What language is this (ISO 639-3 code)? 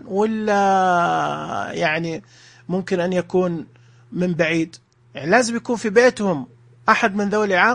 ars